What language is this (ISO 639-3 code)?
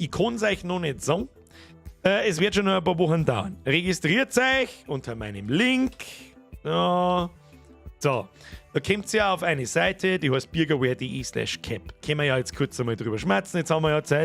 bar